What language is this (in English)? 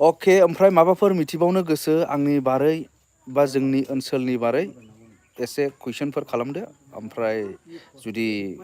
Bodo